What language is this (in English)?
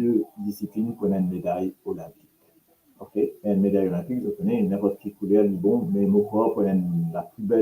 Morisyen